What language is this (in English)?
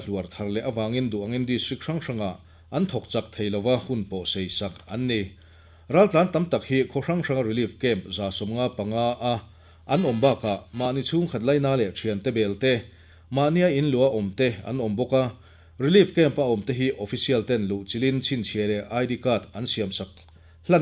Mizo